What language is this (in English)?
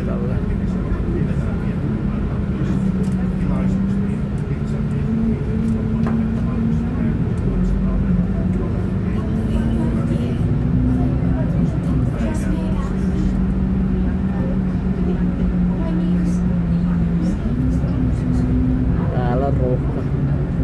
Finnish